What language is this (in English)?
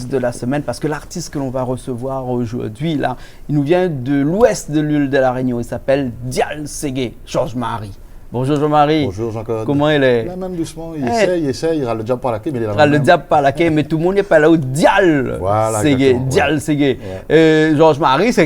Réunion Creole French